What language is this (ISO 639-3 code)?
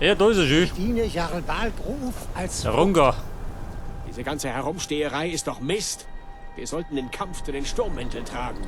bar